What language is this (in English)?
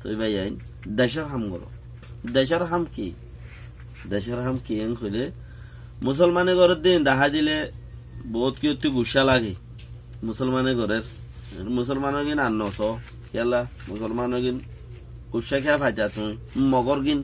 Rohingya